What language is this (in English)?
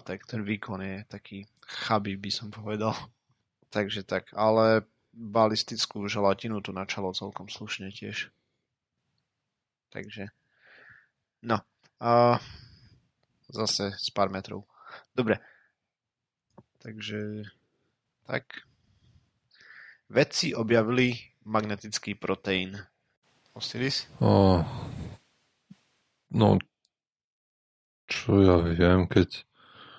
Slovak